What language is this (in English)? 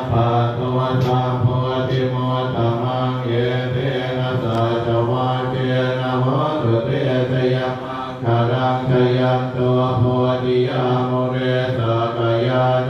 Pali